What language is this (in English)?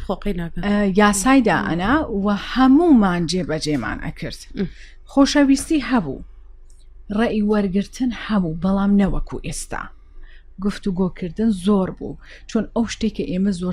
Central Kurdish